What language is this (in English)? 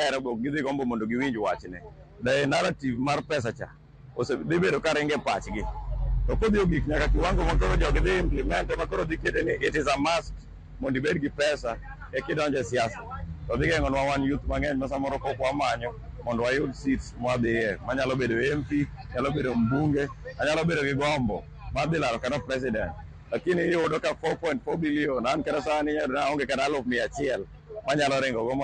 Luo (Kenya and Tanzania)